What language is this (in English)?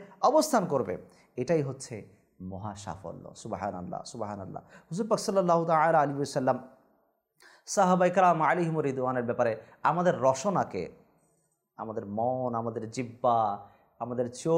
Bangla